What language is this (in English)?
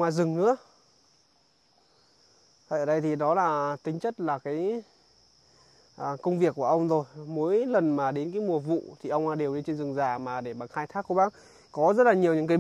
Vietnamese